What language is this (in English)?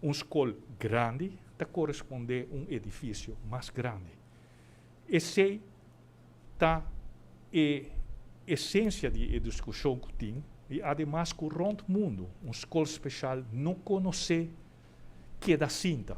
Papiamento